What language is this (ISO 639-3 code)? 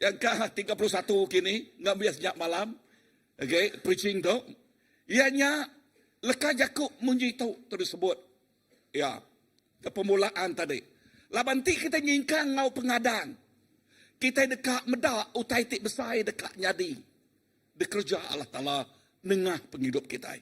iba